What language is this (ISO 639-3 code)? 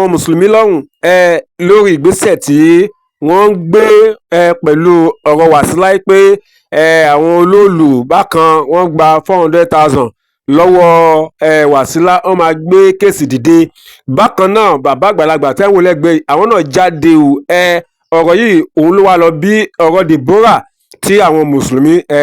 yor